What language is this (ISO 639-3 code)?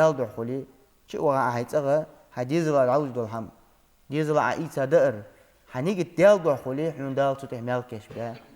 inh